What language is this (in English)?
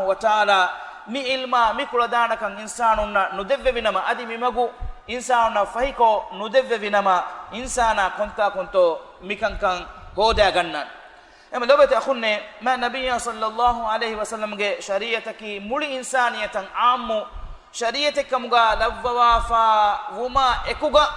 Divehi